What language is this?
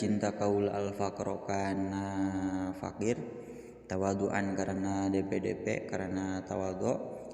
Sundanese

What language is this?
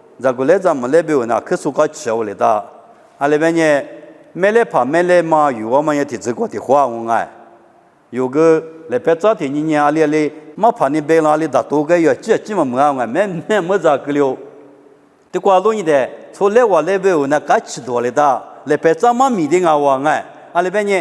Lisu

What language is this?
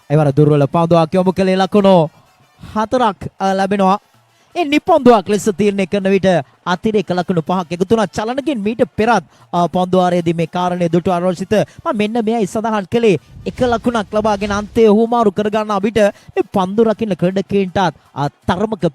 Sinhala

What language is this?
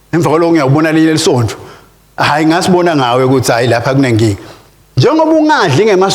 Swati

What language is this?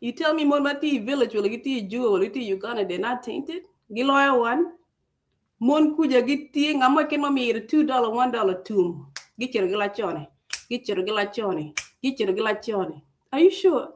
Acoli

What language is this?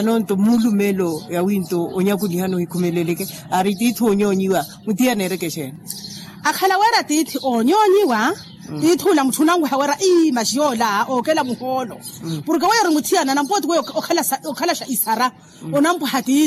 Makhuwa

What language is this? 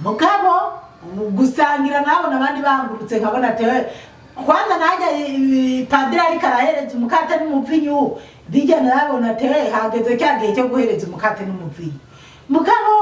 Rundi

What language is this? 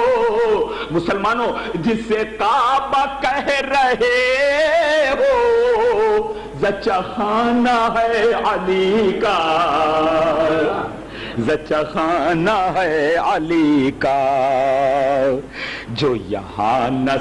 Urdu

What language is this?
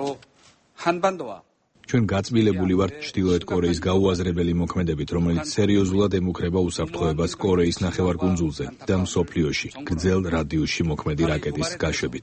Georgian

